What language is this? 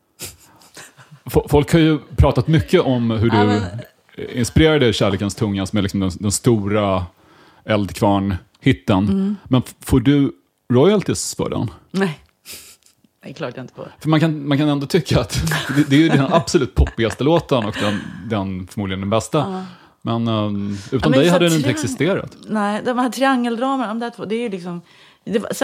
Swedish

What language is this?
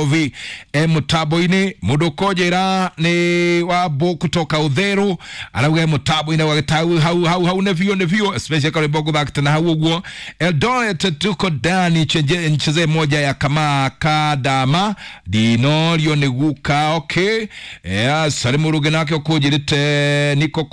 Kikuyu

